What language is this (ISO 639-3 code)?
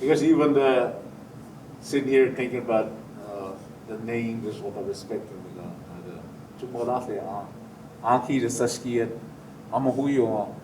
cho